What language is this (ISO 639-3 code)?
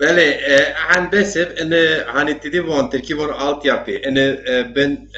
zza